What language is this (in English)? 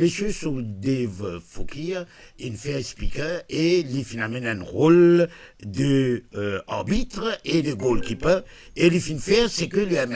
Morisyen